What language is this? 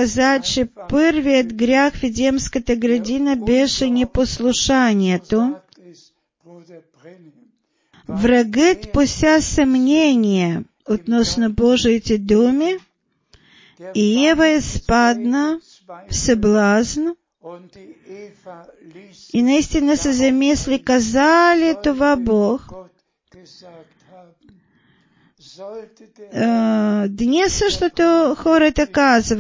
Bulgarian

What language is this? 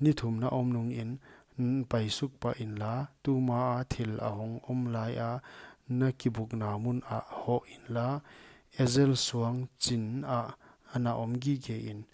Paite Chin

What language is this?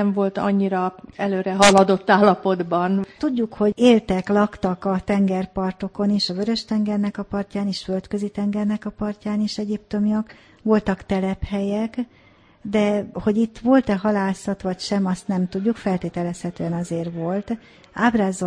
Hungarian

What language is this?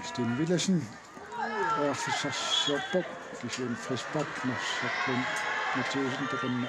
Kalaallisut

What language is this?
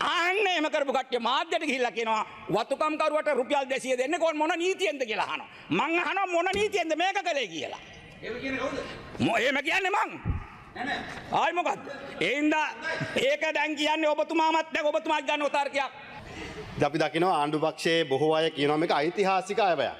Sinhala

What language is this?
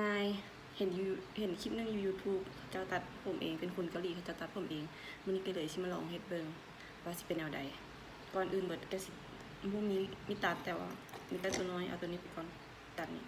Lao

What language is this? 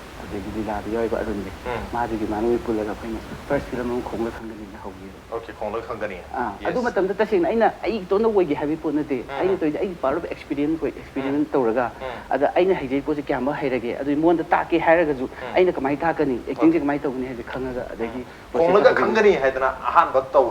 Manipuri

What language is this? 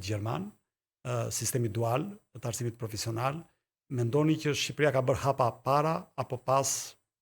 Albanian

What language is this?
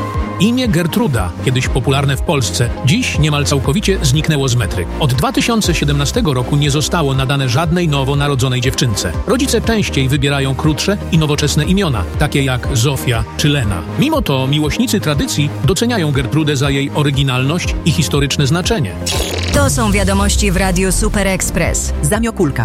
Polish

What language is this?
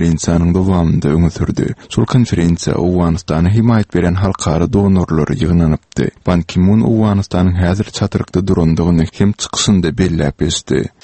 Turkmen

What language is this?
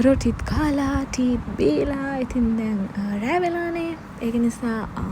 Sinhala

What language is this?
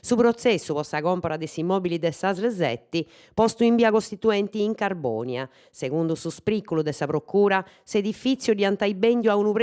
Sardinian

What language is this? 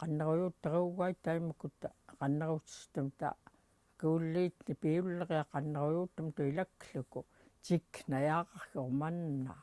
Central Yupik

